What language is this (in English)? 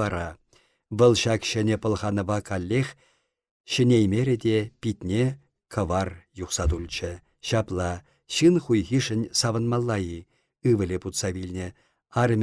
Chuvash